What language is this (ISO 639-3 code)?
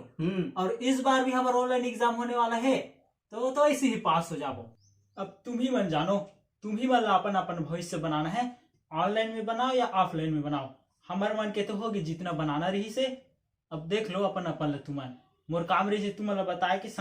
hne